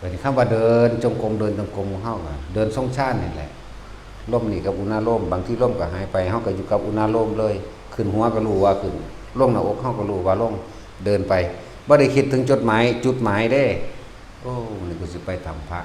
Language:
Northeastern Thai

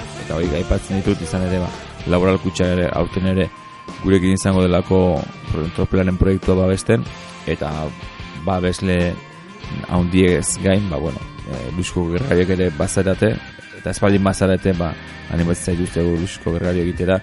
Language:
Basque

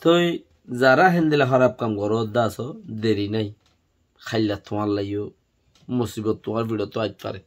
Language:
Rohingya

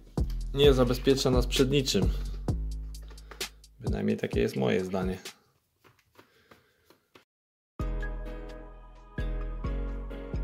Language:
Polish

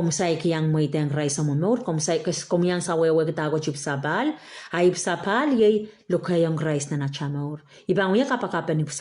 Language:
Pohnpeian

